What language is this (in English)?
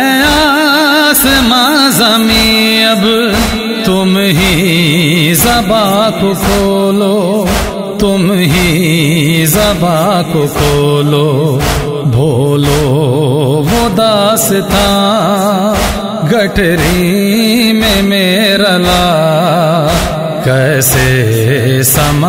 Urdu